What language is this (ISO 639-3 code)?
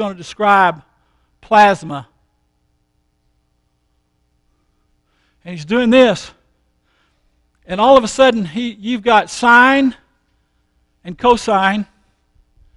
eng